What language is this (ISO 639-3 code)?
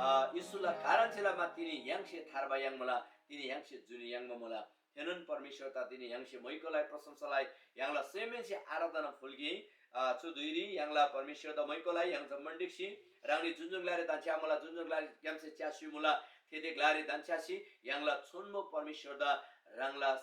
taj